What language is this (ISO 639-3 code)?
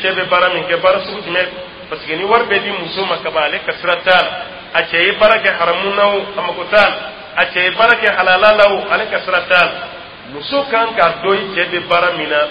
dyu